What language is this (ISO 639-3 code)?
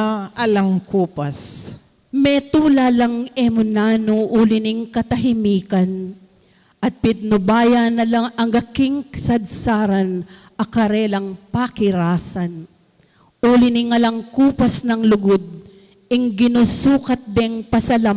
pam